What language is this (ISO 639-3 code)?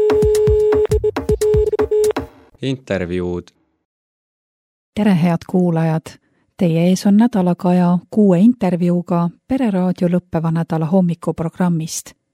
est